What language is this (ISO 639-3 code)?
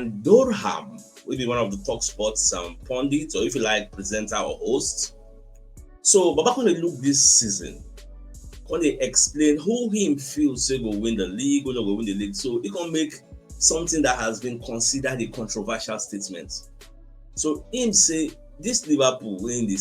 pcm